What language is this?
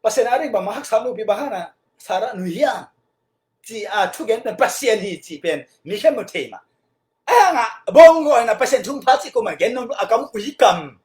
Tedim Chin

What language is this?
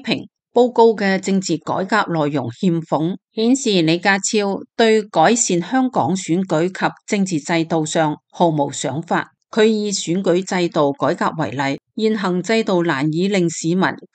Cantonese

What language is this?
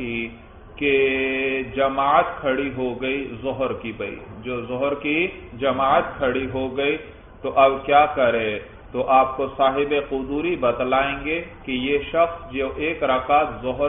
Urdu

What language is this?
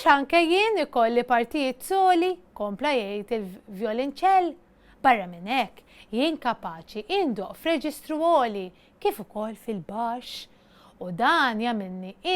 Maltese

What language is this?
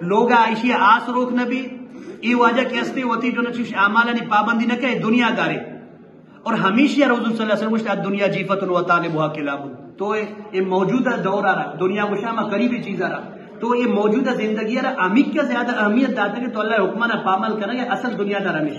Eastern Balochi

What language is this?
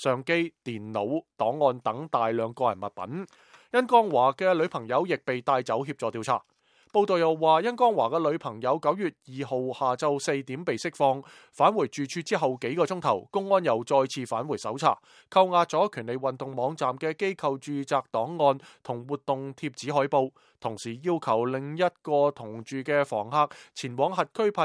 Cantonese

